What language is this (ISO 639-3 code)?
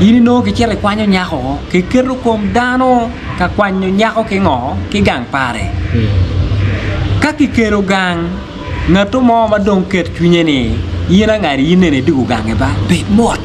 ach